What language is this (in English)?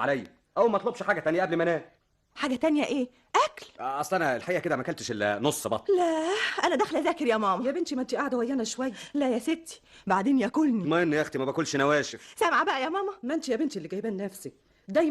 Egyptian Arabic